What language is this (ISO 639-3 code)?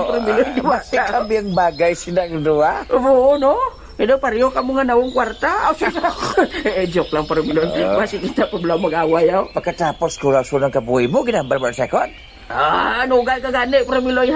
hil